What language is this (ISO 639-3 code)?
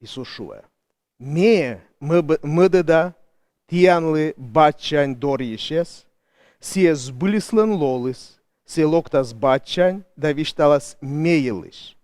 kom